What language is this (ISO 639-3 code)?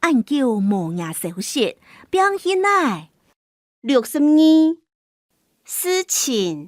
hak